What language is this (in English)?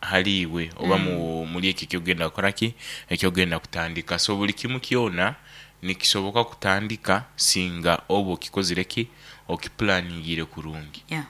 Nyankole